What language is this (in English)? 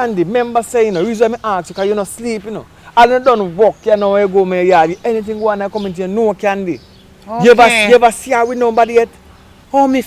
Jamaican Creole English